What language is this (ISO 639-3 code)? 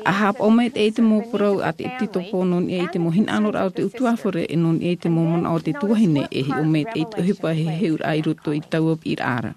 tah